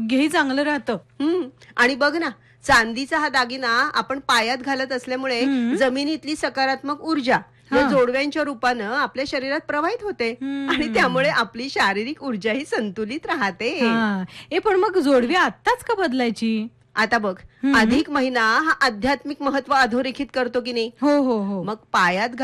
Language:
Marathi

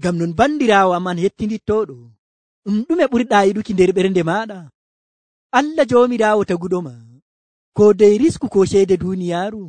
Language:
Nigerian Fulfulde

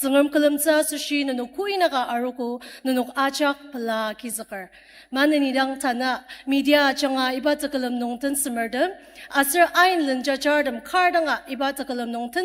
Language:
Ao Naga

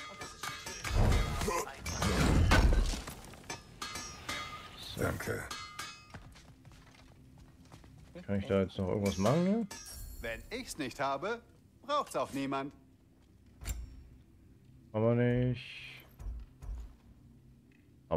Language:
German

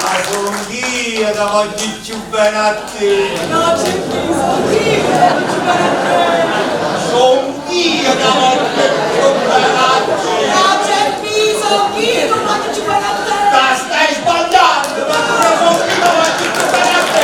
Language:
Neapolitan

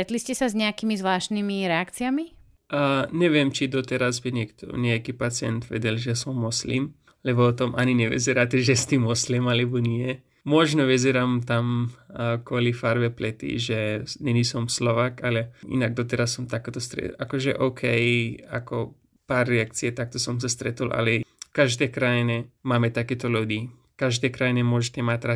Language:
Slovak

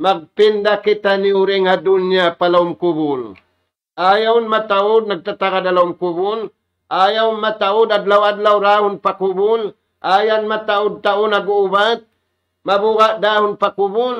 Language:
Tausug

